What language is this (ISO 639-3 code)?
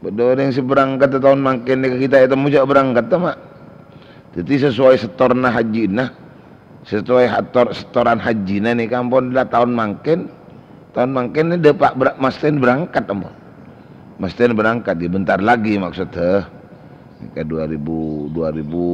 mad